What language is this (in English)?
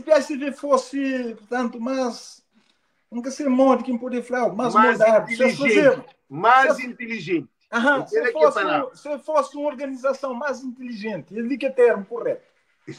Kabuverdianu